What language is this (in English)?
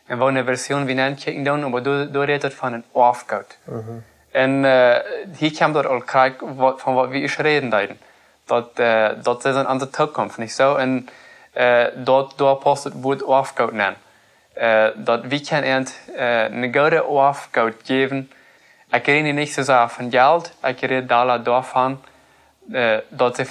Plautdietsch